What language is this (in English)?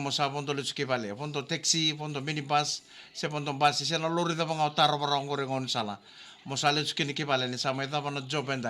Fijian